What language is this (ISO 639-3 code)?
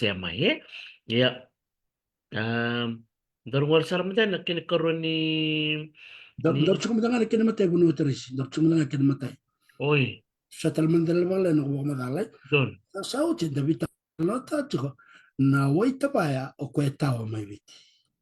fij